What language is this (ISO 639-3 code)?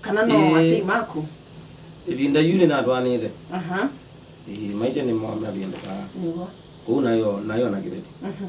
kam